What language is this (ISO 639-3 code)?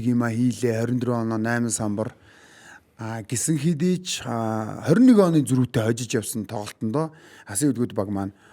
mon